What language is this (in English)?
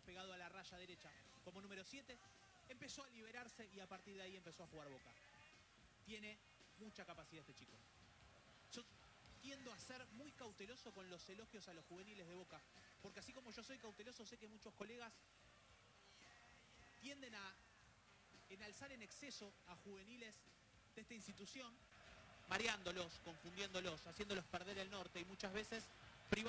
Spanish